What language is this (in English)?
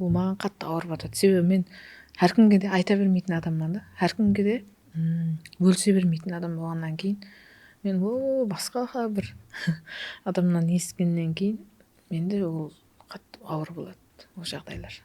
Kara-Kalpak